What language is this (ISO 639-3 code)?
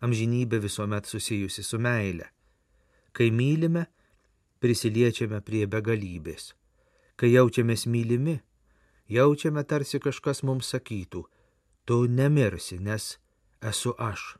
lit